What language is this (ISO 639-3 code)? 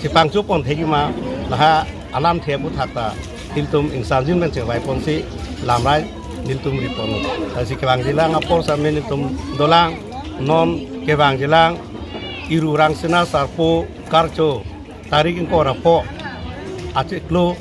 mjw